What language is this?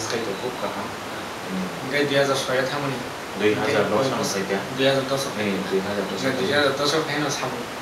Kok Borok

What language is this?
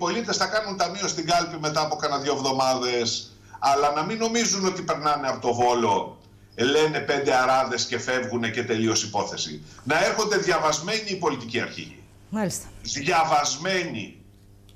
Greek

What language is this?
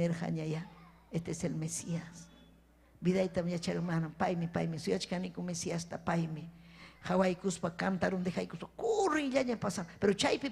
Ayacucho Quechua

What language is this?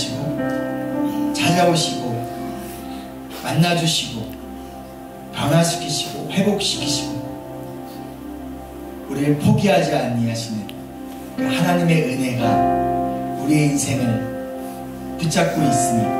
Korean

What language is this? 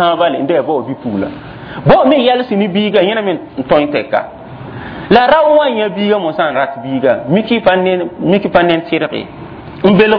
Mossi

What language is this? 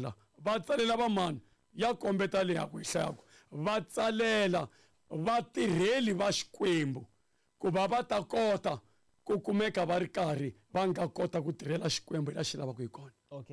Tsonga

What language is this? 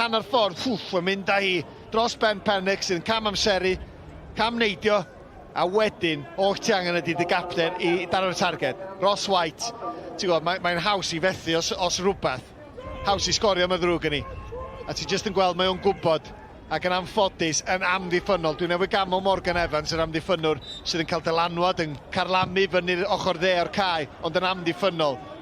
Welsh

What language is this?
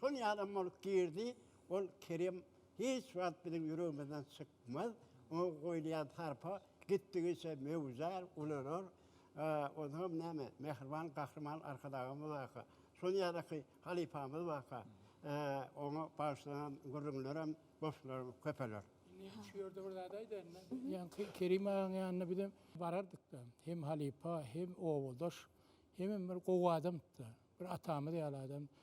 Turkmen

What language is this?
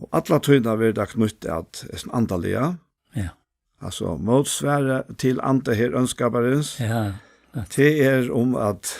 Faroese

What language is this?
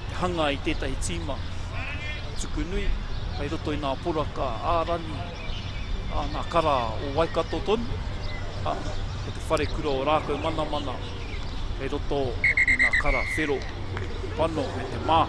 Māori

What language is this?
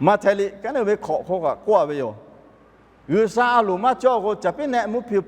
Lahu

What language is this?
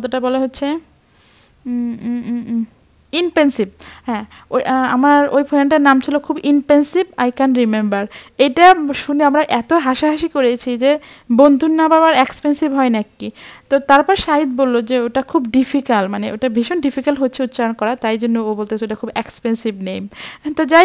Bangla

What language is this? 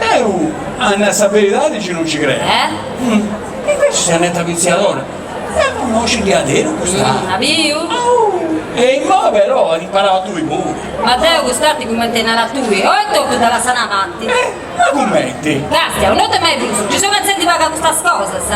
Sardinian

